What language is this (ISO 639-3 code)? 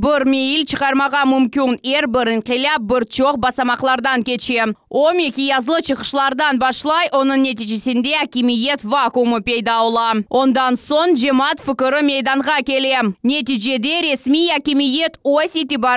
crh